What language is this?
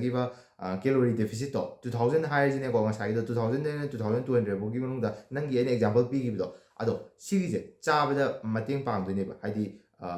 Manipuri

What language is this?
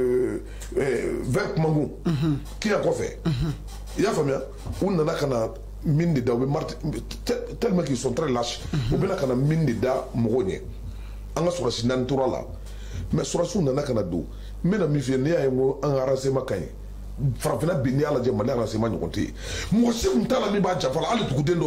Bambara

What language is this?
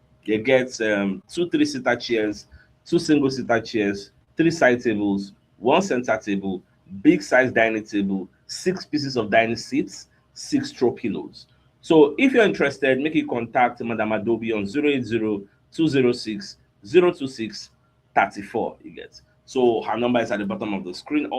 Nigerian Pidgin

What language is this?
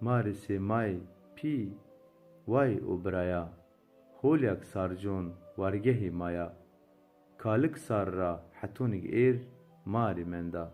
Zaza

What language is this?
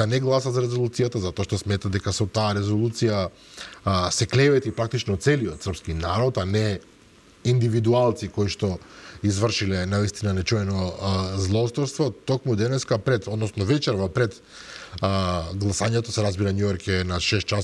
Macedonian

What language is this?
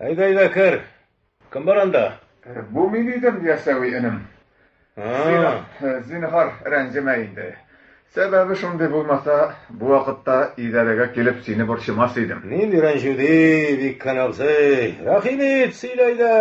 Tatar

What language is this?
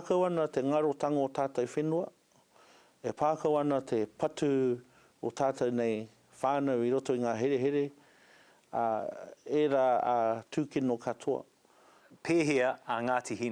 Māori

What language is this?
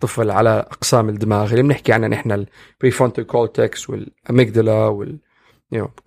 North Levantine Arabic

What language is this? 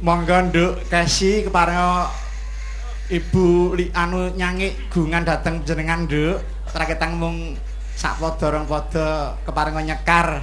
Javanese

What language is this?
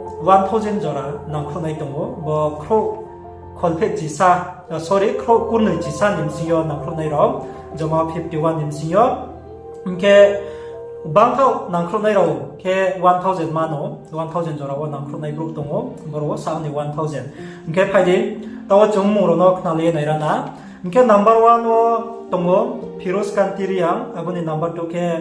Riang (India)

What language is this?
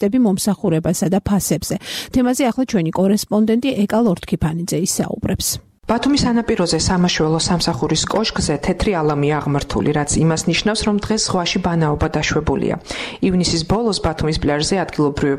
Georgian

